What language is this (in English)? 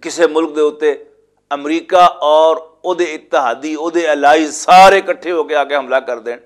Western Panjabi